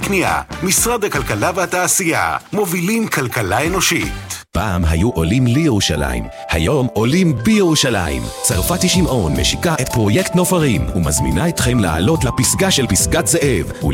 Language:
Hebrew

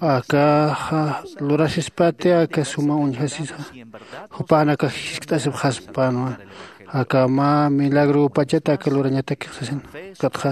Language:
Aymara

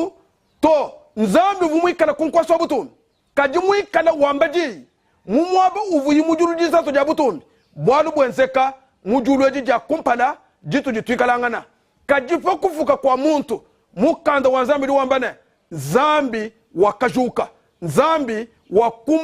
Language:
Luba-Lulua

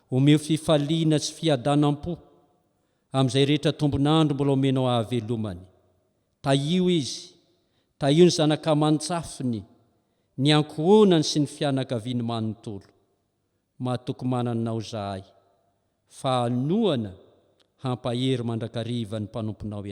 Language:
Malagasy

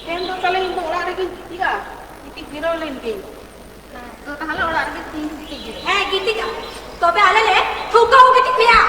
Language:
Santali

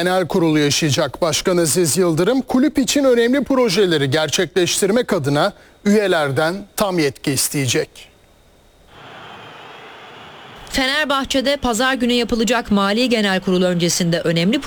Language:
Turkish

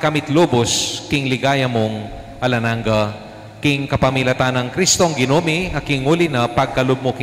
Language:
Pampanga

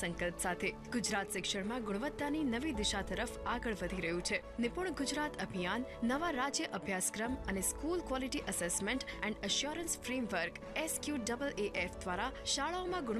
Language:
Gujarati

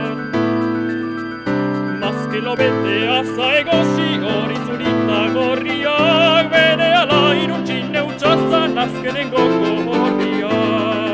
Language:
Basque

